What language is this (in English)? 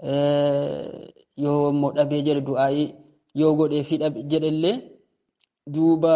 Oromo